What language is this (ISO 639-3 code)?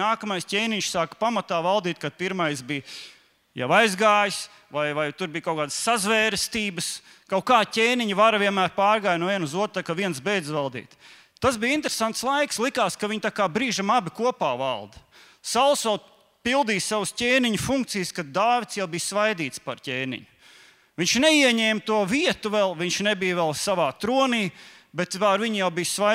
lav